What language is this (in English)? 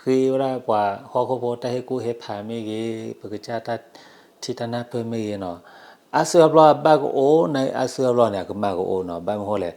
S'gaw Karen